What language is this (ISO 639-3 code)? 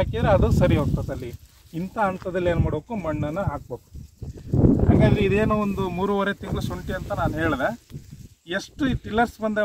kan